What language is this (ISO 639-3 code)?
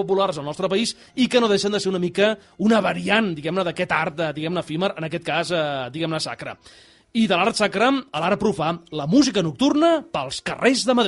cat